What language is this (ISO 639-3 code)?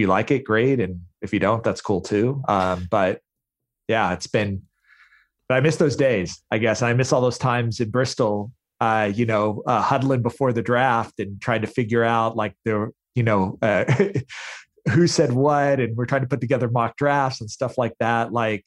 eng